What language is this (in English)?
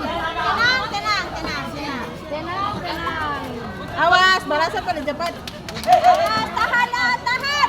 Ambonese Malay